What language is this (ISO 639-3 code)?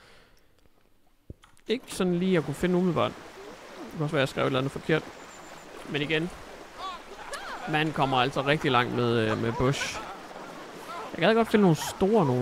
dan